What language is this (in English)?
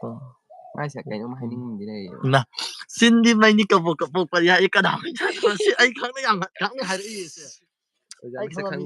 Manipuri